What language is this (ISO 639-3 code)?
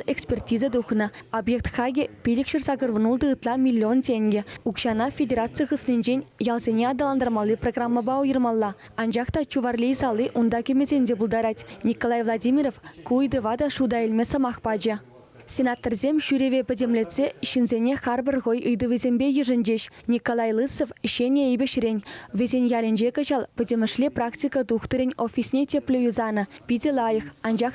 chv